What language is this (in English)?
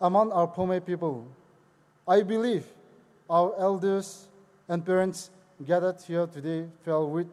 Poumei Naga